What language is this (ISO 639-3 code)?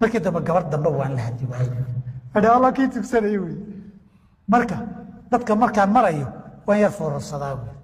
som